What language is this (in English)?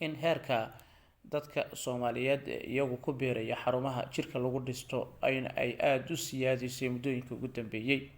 Somali